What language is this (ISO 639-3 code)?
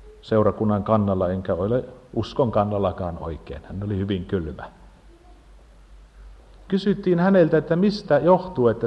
fin